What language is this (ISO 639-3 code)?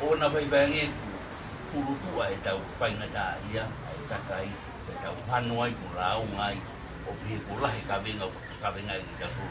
ton